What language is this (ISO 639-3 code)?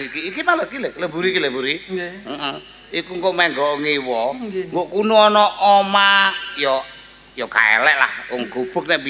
jav